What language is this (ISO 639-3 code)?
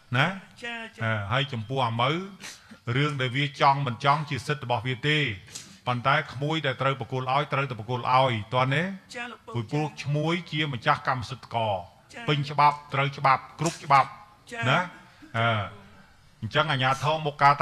khm